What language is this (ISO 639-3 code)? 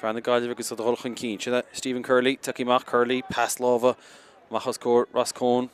gle